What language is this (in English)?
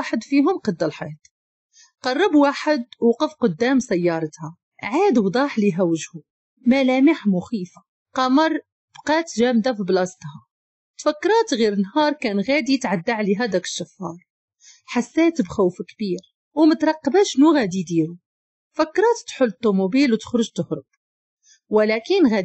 Moroccan Arabic